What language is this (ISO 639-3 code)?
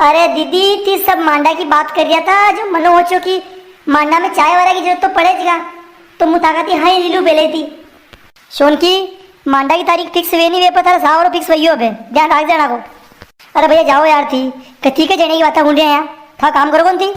raj